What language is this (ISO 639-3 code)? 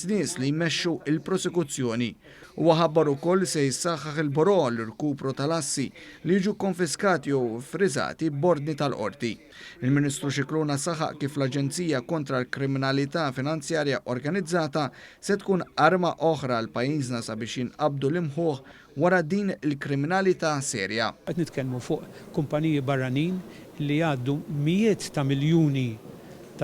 mlt